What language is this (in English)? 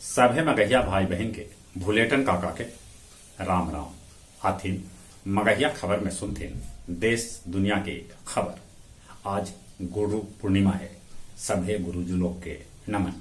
Magahi